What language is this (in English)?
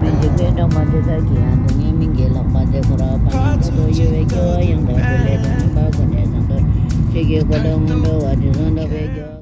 Tibetan